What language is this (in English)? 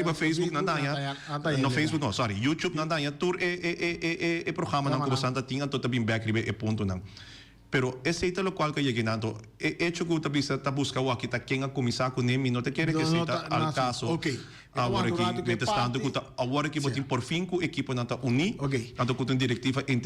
Papiamento